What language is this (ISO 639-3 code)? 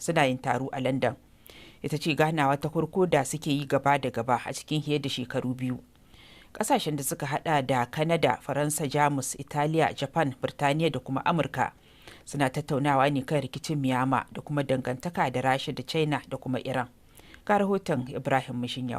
hau